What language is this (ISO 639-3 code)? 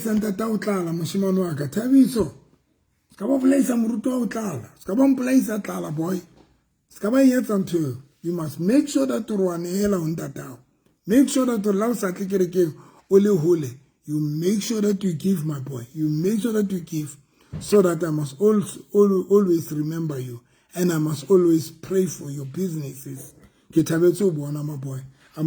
sot